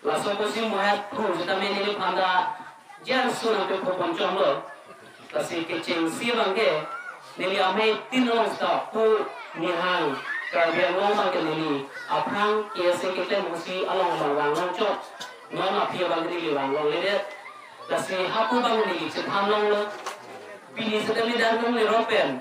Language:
Karbi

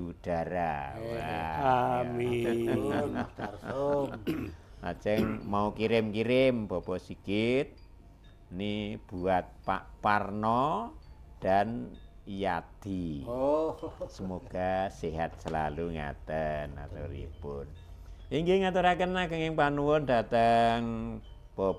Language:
Javanese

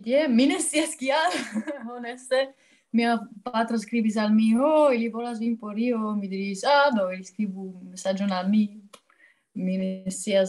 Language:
Esperanto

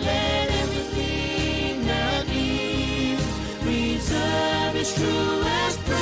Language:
Gilbertese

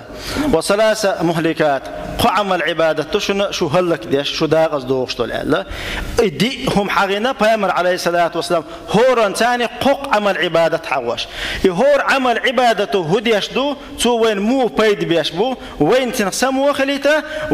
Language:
Chechen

